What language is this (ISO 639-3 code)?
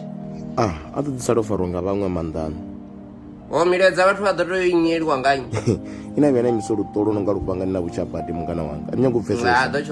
ven